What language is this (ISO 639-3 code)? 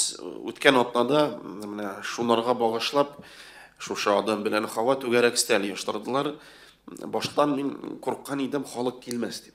tat